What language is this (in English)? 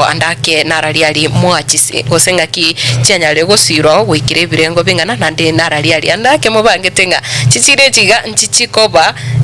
Gusii